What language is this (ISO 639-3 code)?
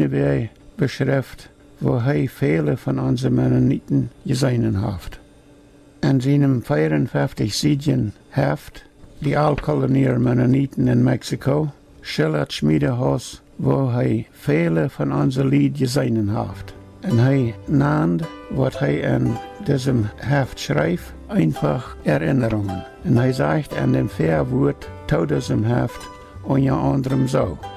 pdt